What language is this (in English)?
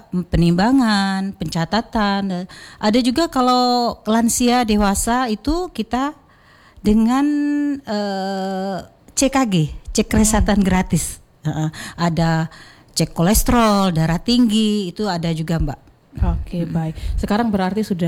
Indonesian